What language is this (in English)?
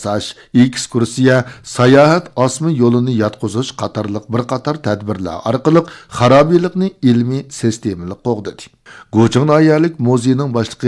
Uyghur